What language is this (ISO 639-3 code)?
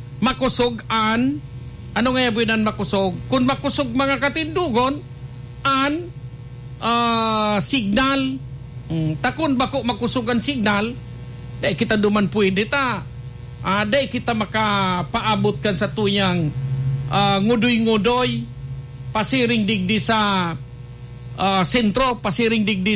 bik